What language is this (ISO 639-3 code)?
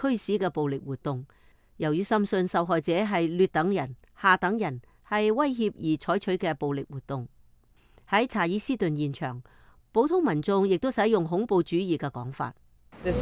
yue